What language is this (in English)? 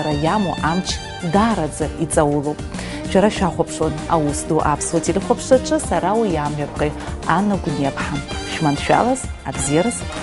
Abkhazian